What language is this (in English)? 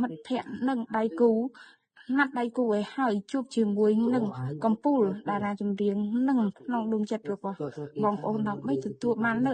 Khmer